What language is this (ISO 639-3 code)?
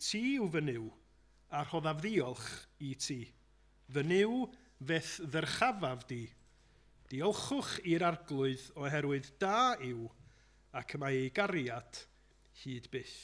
cym